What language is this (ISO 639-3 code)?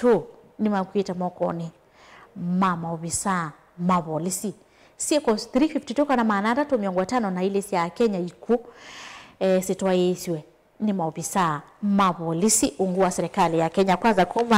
kam